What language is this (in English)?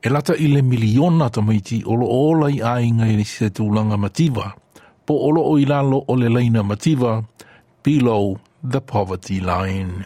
Samoan